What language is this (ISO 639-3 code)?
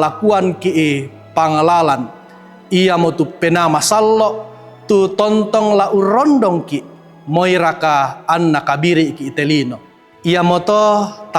sda